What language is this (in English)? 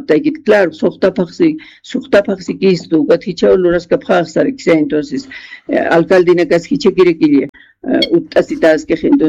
Aymara